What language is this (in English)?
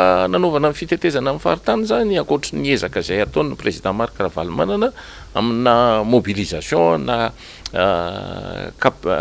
Malagasy